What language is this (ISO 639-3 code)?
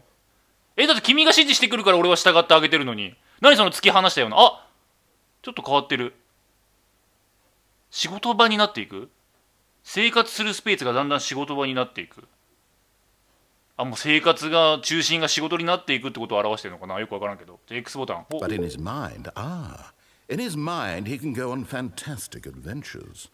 jpn